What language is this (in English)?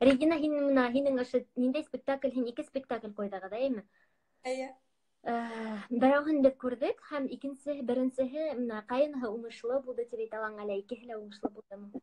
Bashkir